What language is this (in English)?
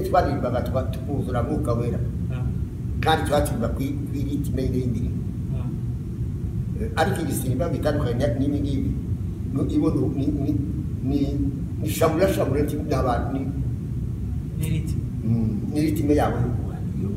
Kinyarwanda